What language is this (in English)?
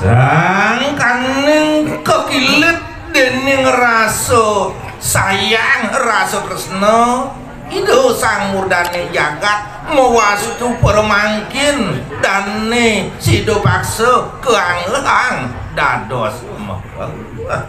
Balinese